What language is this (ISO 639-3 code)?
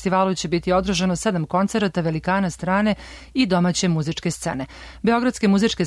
srp